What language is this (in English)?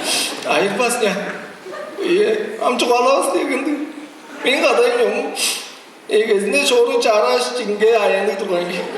Tuvinian